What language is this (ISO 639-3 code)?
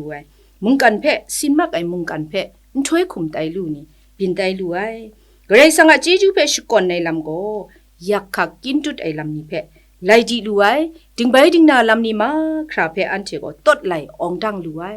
kac